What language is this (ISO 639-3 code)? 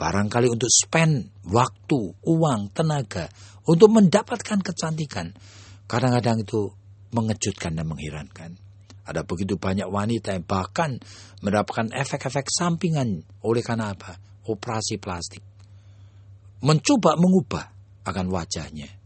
ind